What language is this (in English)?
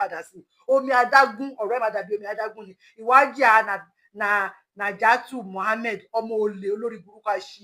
Yoruba